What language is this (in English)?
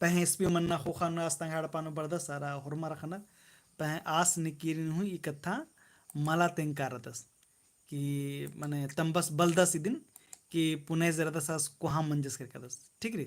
Kurukh